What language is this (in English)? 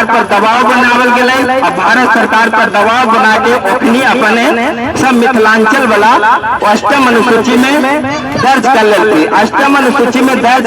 Magahi